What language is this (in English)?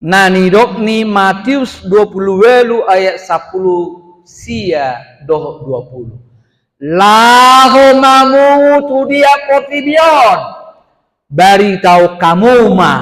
Batak Toba